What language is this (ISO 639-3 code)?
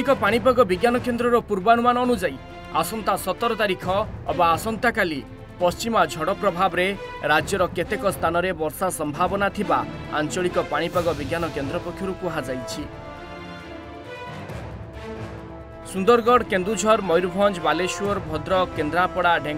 ori